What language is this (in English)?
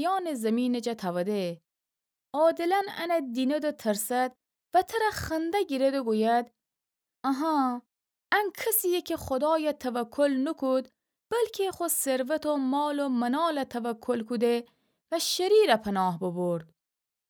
Gilaki